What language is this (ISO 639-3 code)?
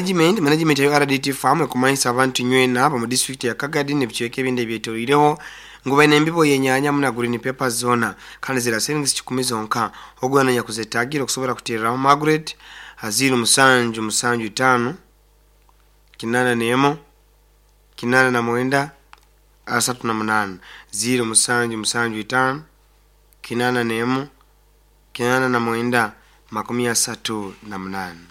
nyo